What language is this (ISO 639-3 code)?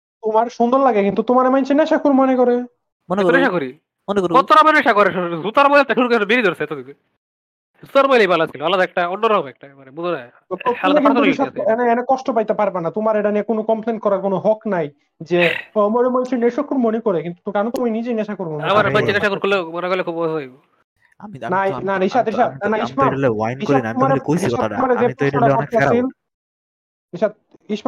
ben